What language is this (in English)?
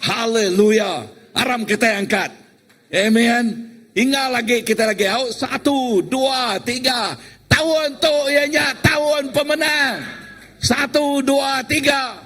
Iban